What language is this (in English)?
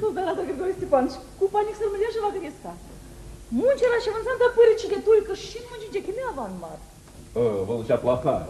Chuvash